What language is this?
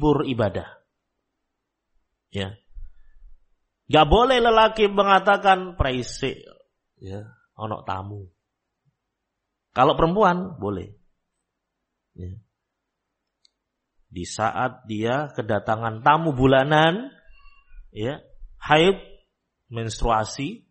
Indonesian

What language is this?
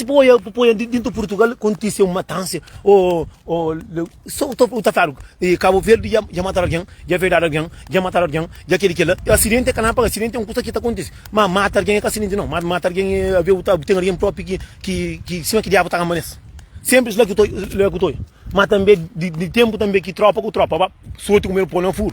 Kabuverdianu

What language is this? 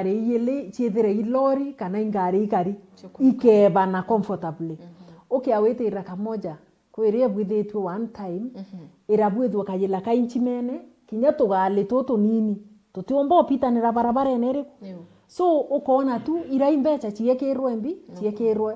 Meru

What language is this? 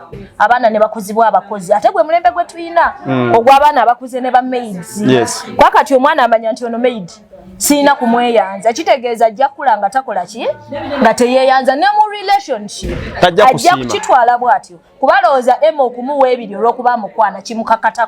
Ganda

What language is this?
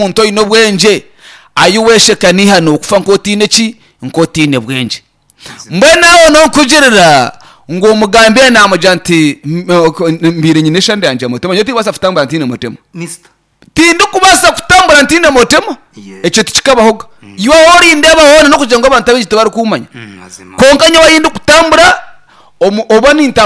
Nyankole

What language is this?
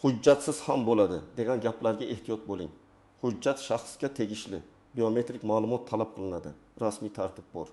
Uzbek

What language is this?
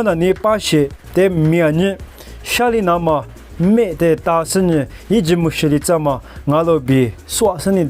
Lisu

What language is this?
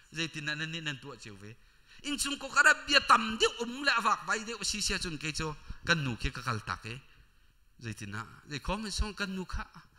Hakha Chin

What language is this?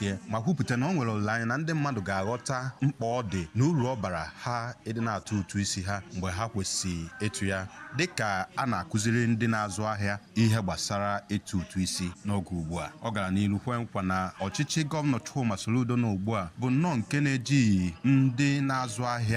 Igbo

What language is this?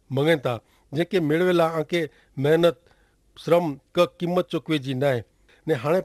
Kachhi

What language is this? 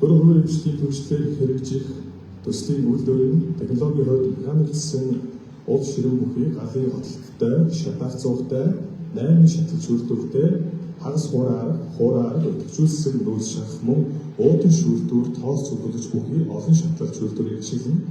Mongolian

